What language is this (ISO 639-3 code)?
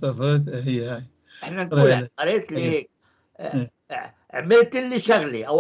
apc